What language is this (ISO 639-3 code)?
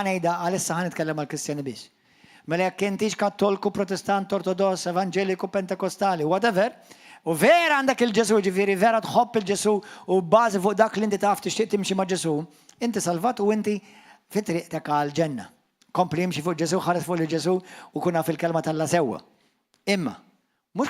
mlt